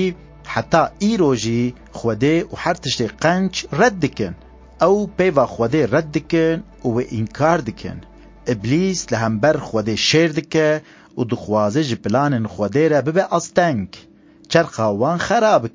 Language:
Kurdish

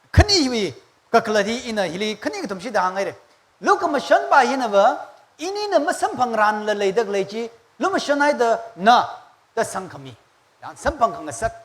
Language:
Tangkhul Naga (India)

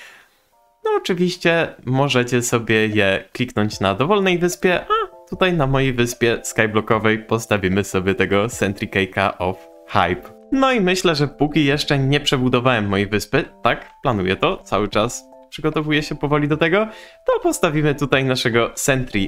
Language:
Polish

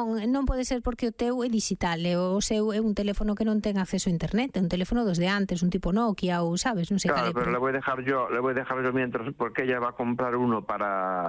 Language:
Galician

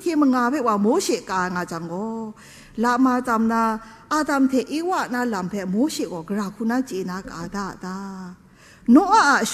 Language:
Kachin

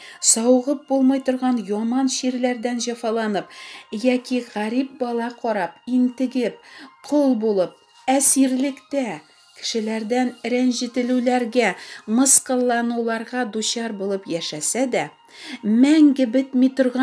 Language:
Tatar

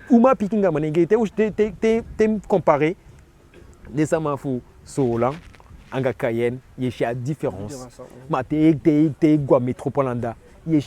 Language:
Eastern Maroon Creole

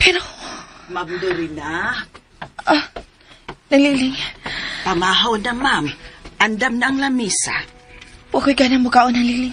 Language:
Cebuano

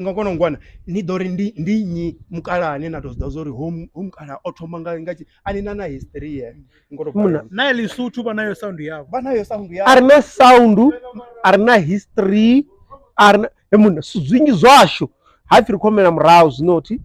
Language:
Venda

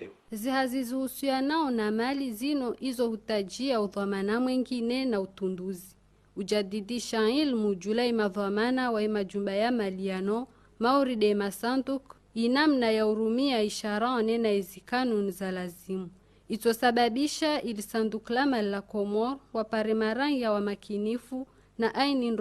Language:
Ngazidja Comorian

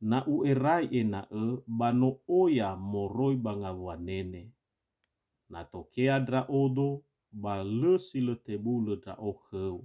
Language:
Nias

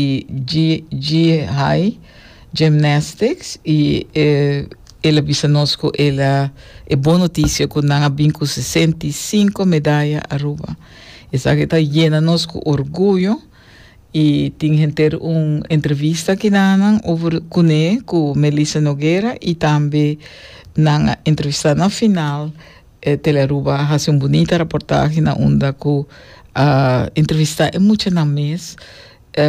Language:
Papiamento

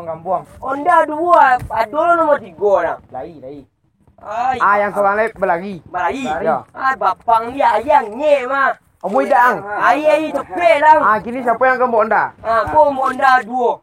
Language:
Minangkabau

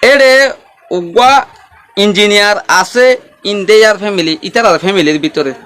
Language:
Rohingya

